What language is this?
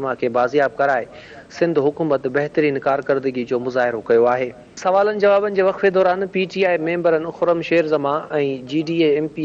Sindhi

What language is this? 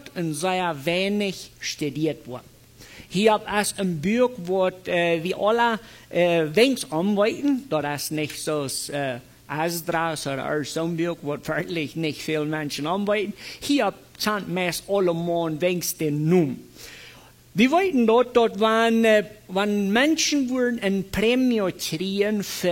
Plautdietsch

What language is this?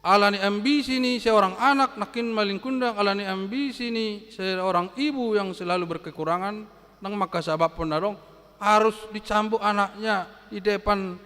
Batak Toba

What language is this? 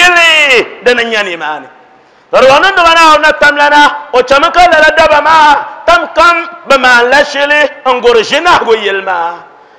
Dagbani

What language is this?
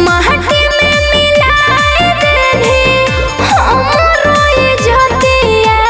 Magahi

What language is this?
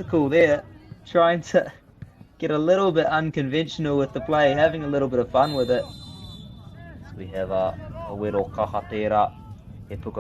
Māori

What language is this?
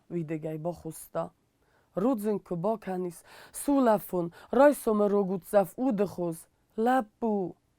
Ossetic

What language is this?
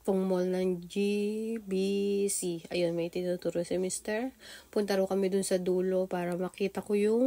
Filipino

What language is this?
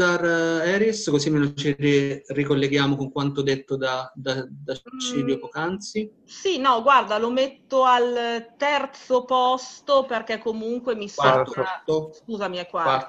Italian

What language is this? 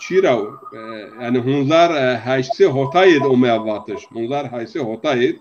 Zaza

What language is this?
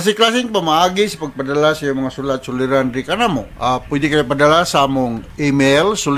Cebuano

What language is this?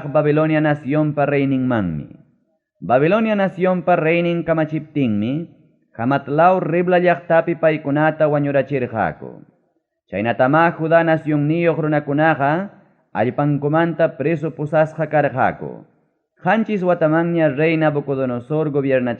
Ayacucho Quechua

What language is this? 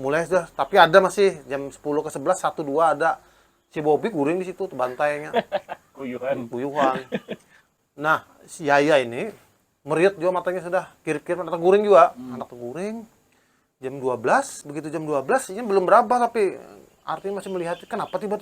Banjar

